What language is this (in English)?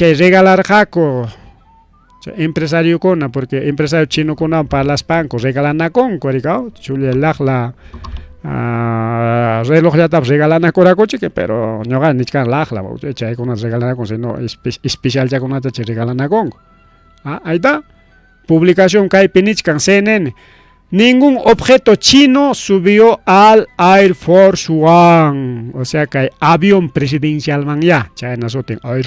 Ayacucho Quechua